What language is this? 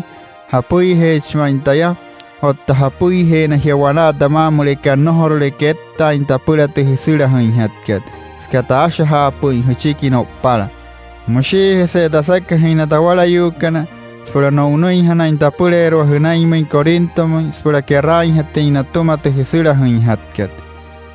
Wayuu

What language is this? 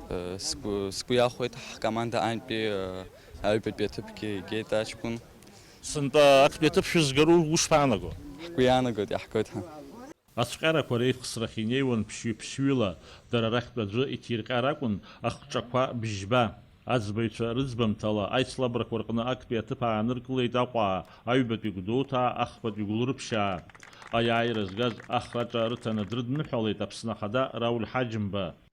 Abkhazian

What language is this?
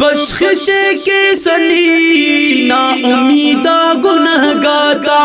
Brahui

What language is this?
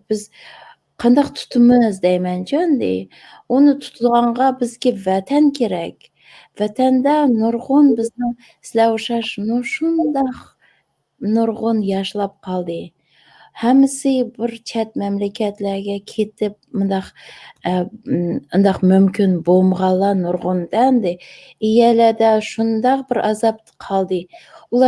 Uyghur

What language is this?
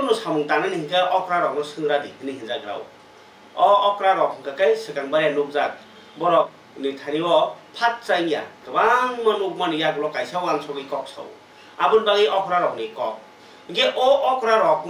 Kok Borok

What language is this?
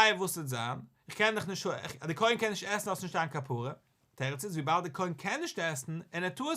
Yiddish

